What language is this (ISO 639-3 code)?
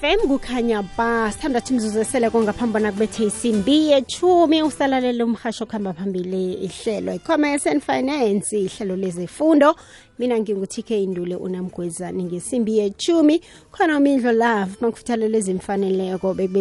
nbl